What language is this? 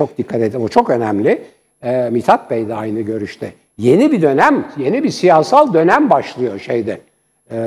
Turkish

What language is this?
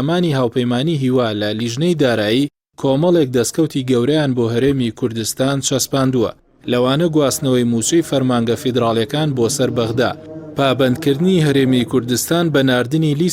Central Kurdish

